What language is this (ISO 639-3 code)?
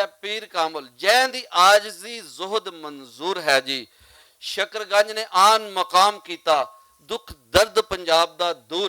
lah